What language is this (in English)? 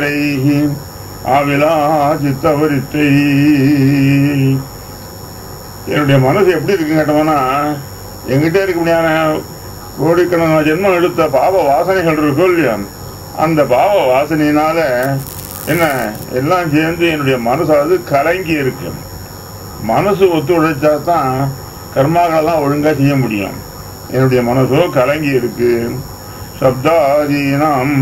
Tamil